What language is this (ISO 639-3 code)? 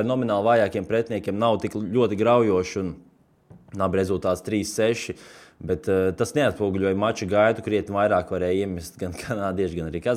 lav